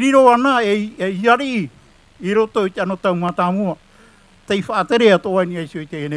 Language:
Tahitian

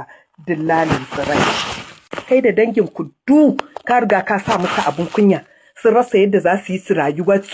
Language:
Hausa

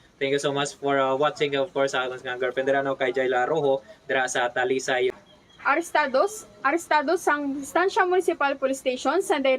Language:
Hiligaynon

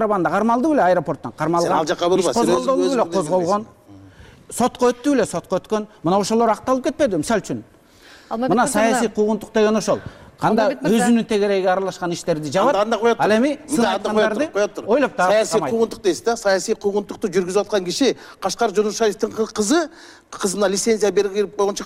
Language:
Kyrgyz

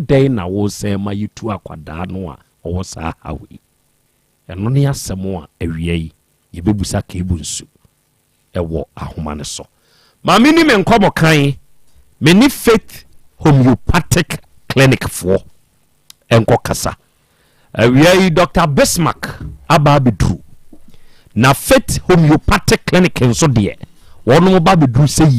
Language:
Akan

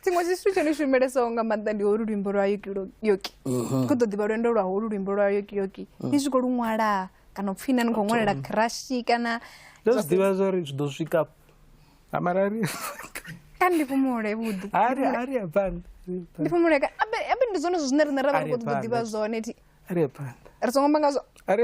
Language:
Venda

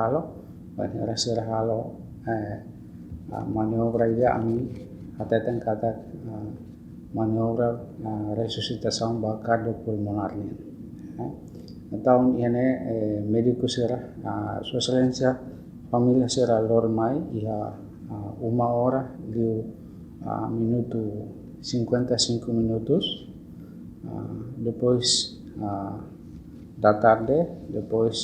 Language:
Tetum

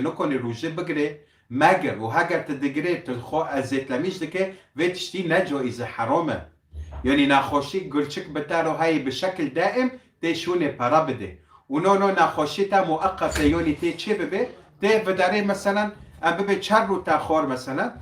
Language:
Kurdish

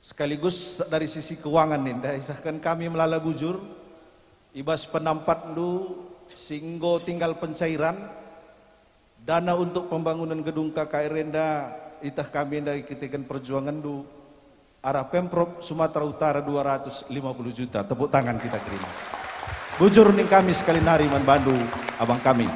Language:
Batak Karo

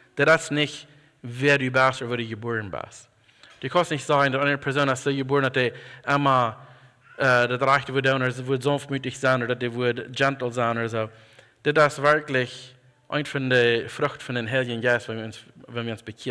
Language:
Plautdietsch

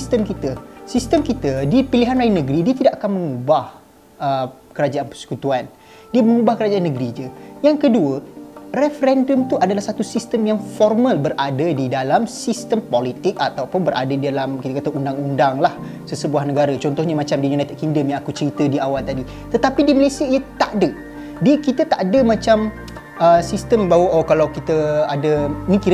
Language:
Malay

